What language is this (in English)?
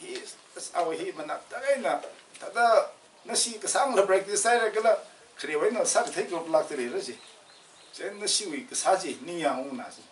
Tangkhul Naga (India)